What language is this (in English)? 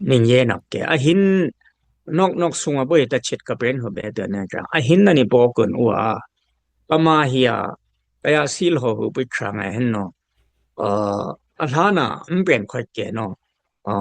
Dimasa